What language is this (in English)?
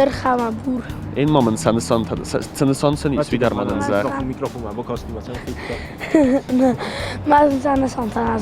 Ossetic